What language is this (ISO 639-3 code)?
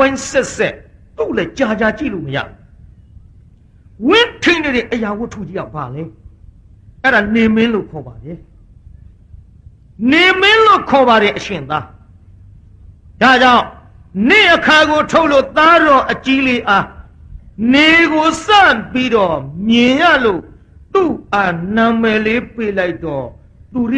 mya